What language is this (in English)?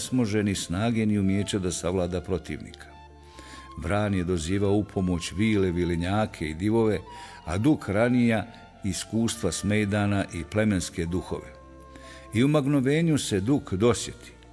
Bosnian